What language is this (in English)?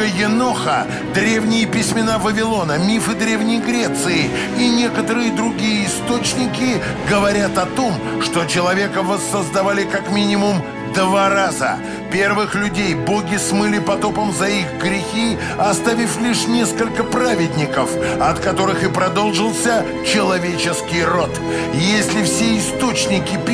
Russian